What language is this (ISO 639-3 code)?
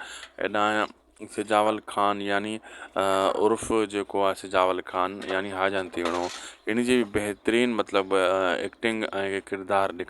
snd